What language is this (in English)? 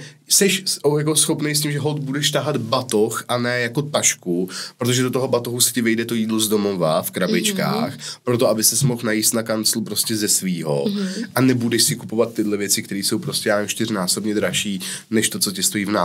Czech